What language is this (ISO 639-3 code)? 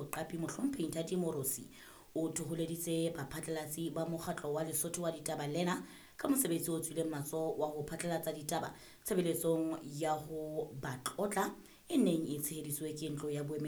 sot